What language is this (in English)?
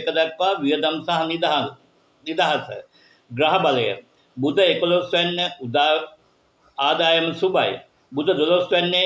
Sinhala